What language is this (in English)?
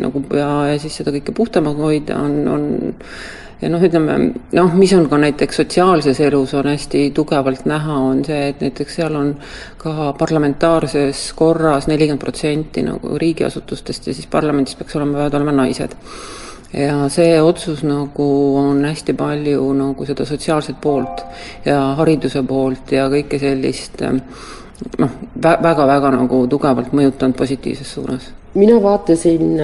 Estonian